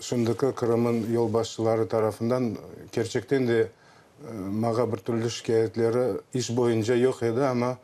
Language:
Crimean Tatar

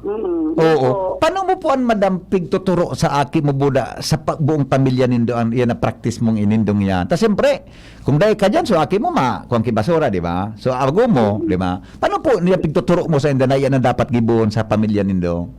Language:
Bikol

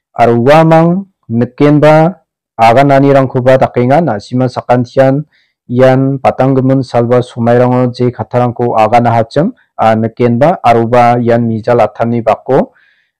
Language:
Garo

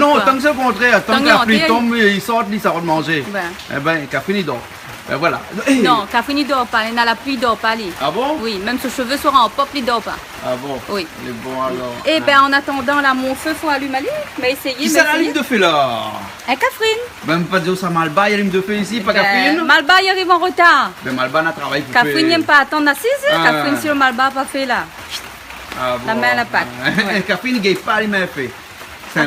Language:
Réunion Creole French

